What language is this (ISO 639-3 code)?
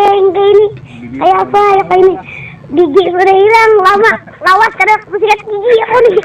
bjn